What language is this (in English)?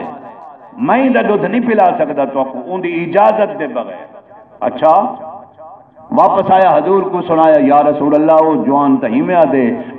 Saraiki